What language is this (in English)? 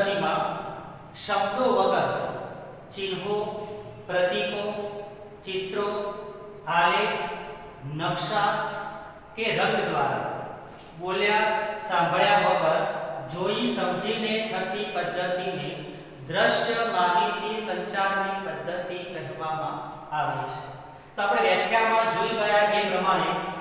Gujarati